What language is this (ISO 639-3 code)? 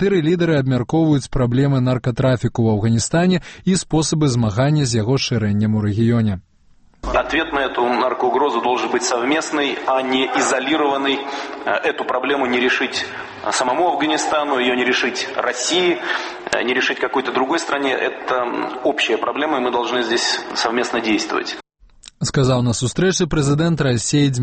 bel